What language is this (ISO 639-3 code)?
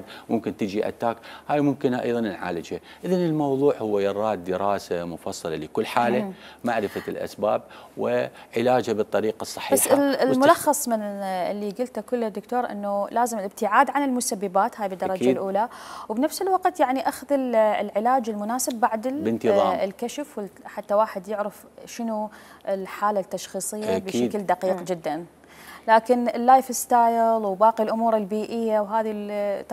acm